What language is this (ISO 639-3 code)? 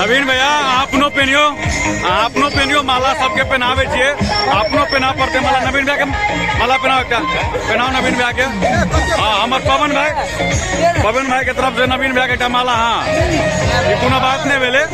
mai